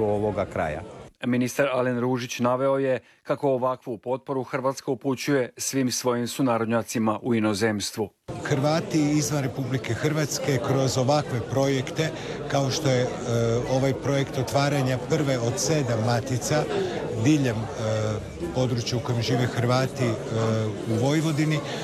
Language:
Croatian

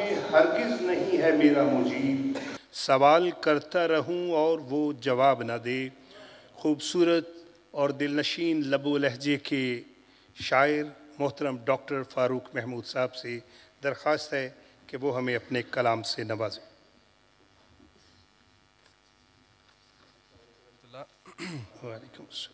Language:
Urdu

